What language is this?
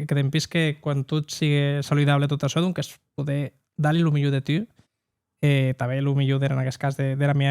Occitan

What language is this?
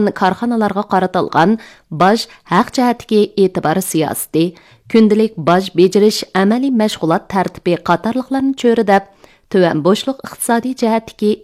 Uyghur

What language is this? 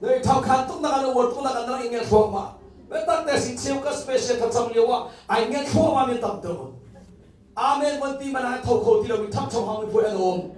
Hakha Chin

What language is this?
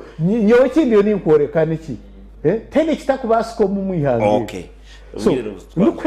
Nyankole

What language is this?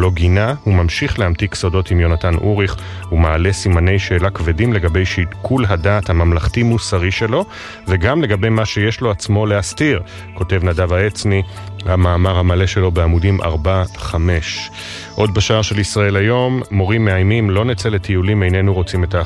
Hebrew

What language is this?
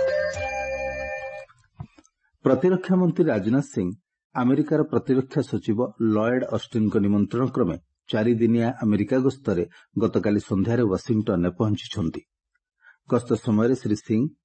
Odia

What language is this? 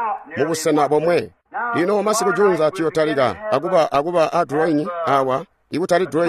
Tonga (Zambia)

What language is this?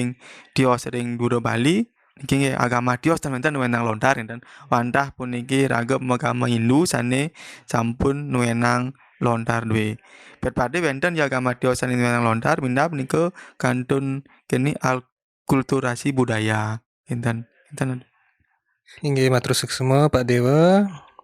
Balinese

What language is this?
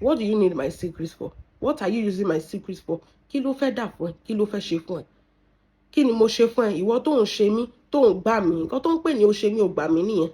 Yoruba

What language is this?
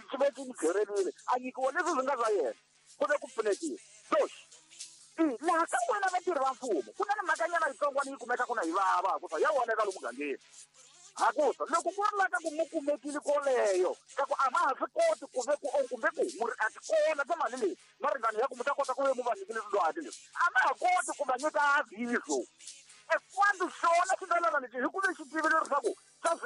Tsonga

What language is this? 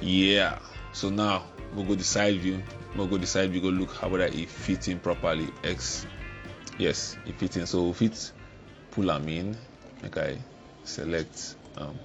Nigerian Pidgin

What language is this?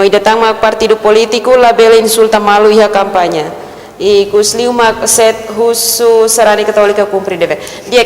Tetum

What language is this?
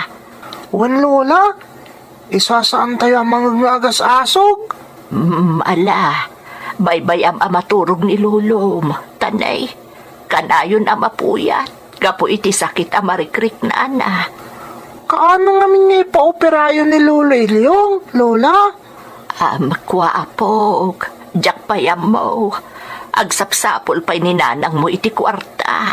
Iloko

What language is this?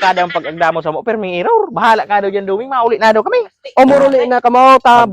Bikol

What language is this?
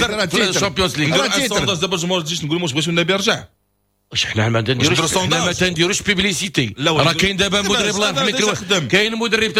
Moroccan Arabic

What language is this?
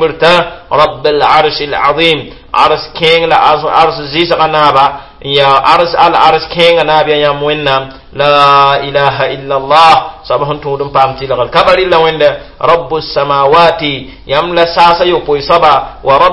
Mossi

